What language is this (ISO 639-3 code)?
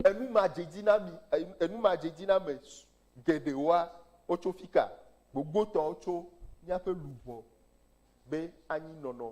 ewe